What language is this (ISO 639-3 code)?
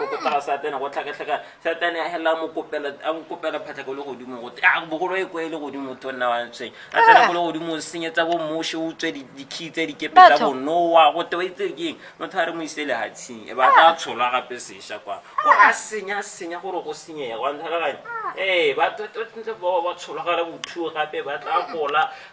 tsn